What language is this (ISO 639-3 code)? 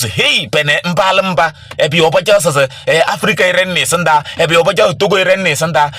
kbp